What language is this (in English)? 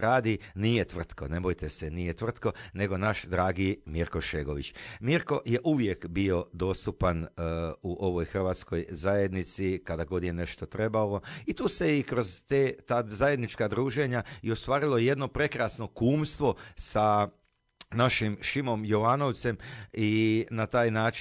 Croatian